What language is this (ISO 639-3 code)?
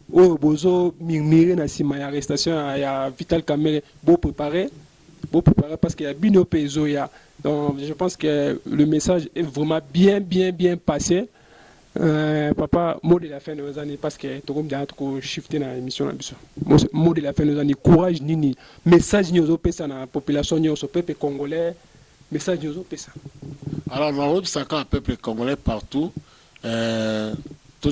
lin